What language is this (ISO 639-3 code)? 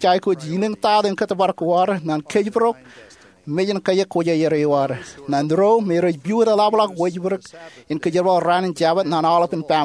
mah